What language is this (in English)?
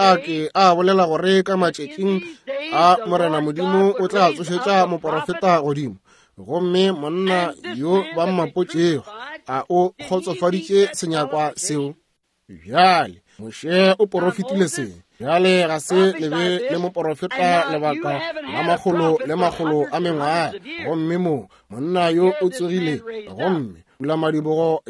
Northern Sotho